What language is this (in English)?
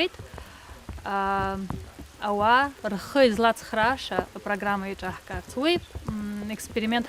Abkhazian